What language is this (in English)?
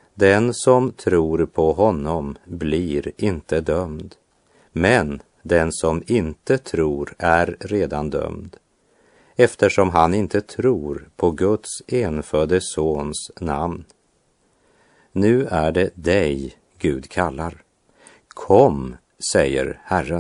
Swedish